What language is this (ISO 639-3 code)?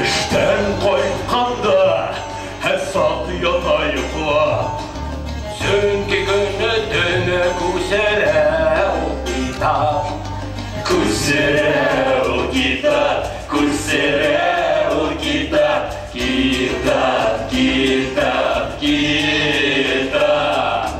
bak